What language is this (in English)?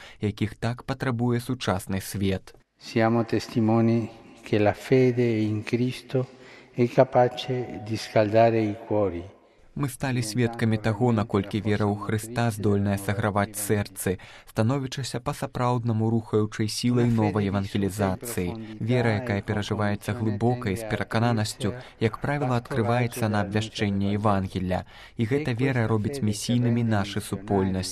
Belarusian